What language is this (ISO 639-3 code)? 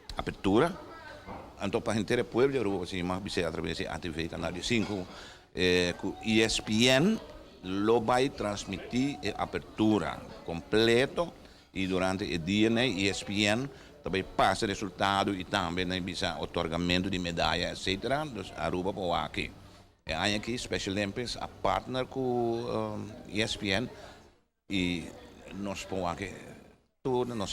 pap